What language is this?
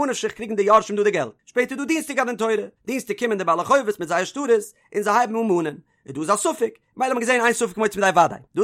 Yiddish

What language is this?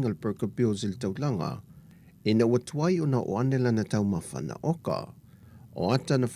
Samoan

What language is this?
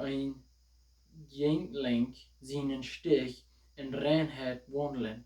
Plautdietsch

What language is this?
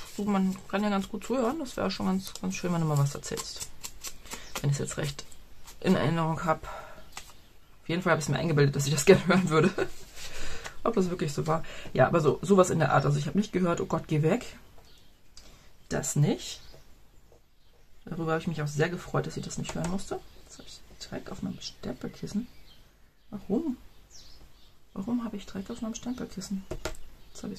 German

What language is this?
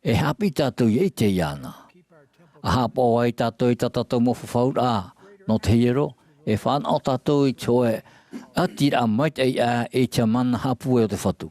Tahitian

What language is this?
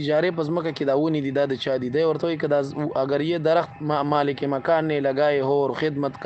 Pashto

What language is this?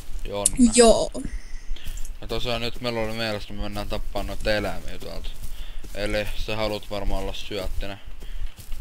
Finnish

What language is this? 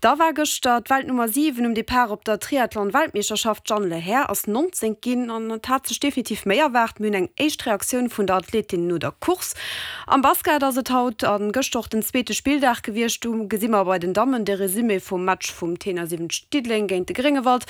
Luxembourgish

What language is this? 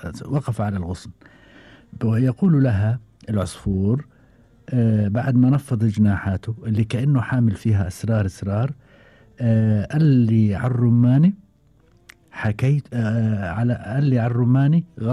Gulf Arabic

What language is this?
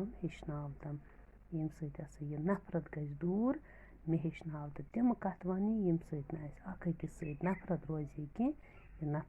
Kashmiri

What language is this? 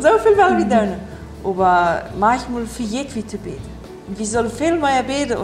Plautdietsch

